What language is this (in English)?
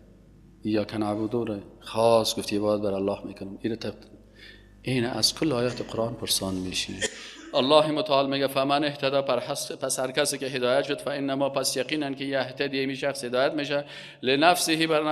Persian